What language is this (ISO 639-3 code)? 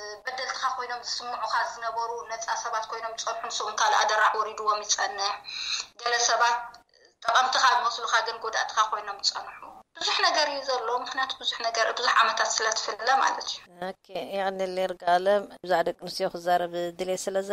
tir